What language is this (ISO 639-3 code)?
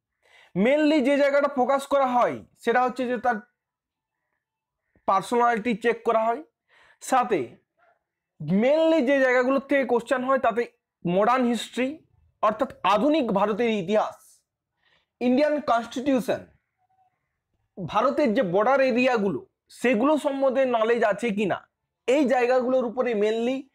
ben